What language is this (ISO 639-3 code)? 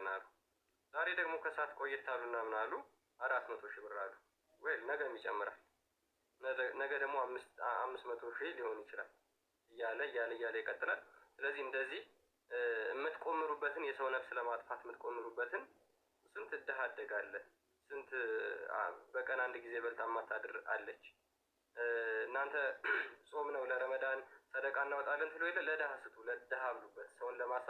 amh